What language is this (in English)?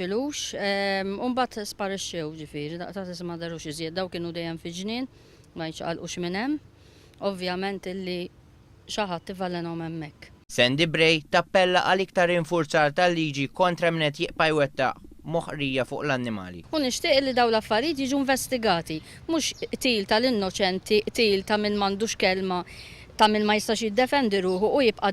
Maltese